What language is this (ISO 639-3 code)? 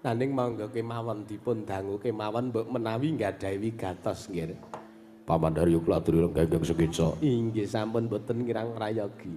jav